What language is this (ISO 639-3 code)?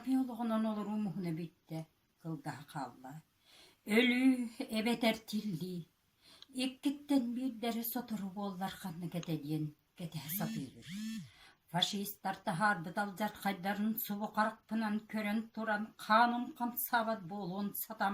sah